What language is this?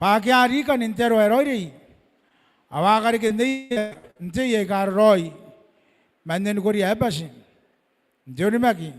Gilbertese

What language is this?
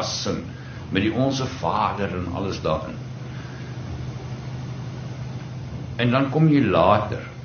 Afrikaans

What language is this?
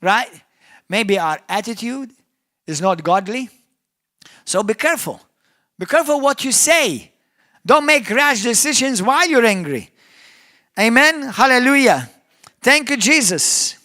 English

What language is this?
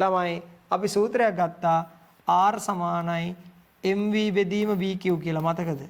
Sinhala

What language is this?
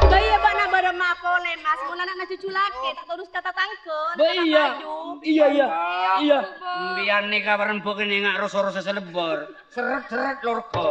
Madurese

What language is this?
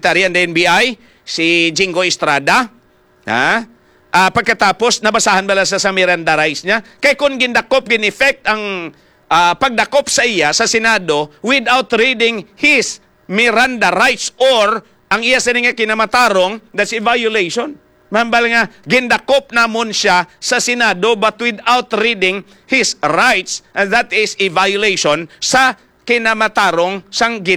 Hiligaynon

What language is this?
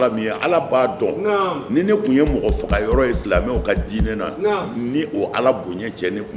Bambara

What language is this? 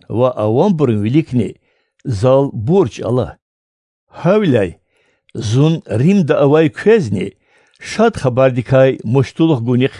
Lezghian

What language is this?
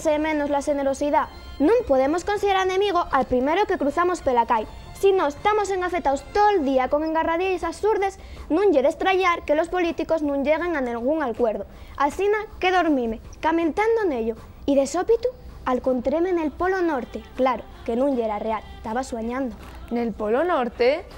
Asturian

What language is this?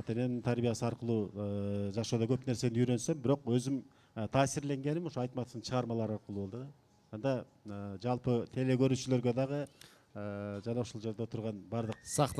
Kyrgyz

